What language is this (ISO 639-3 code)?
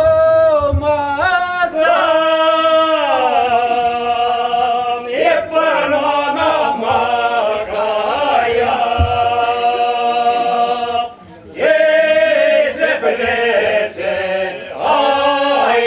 chv